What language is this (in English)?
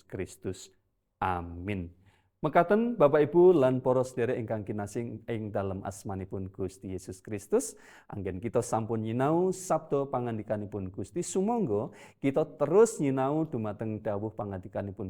Javanese